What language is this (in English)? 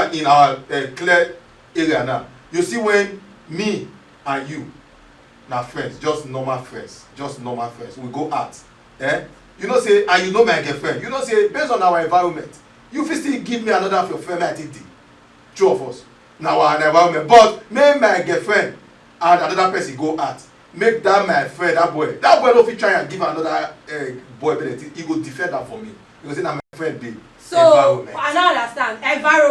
Nigerian Pidgin